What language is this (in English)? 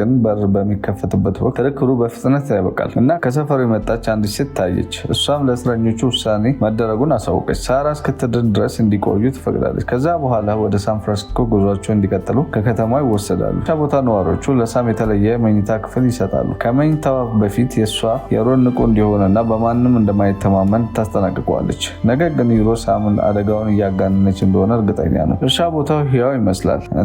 Amharic